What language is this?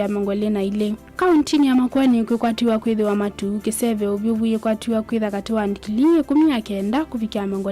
Kamba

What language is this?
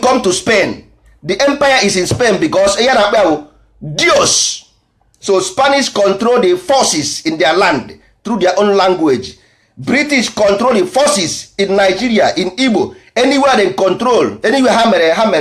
Igbo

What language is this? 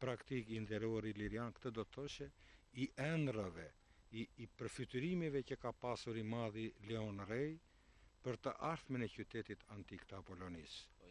Albanian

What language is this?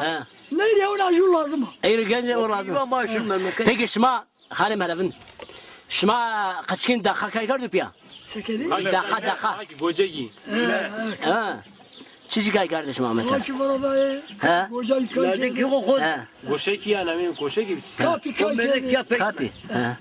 Zaza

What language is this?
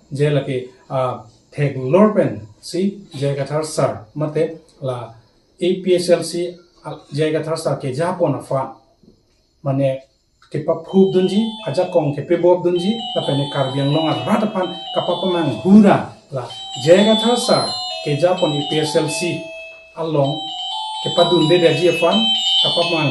Karbi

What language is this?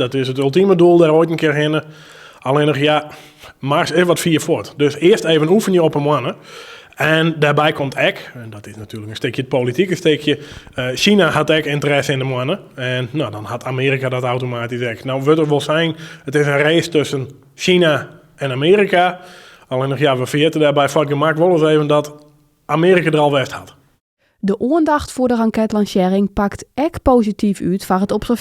Western Frisian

